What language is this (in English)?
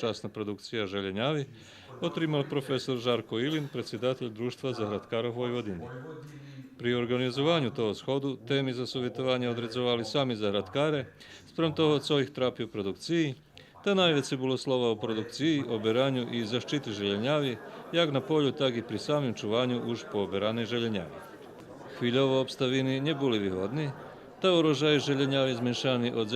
Rusyn